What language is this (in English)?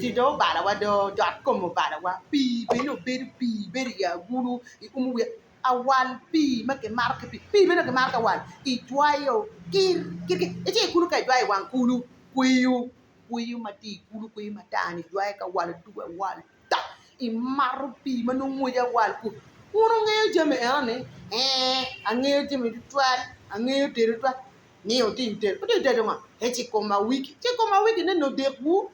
Acoli